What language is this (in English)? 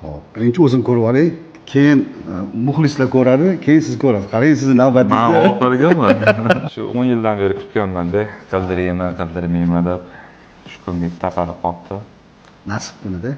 Uzbek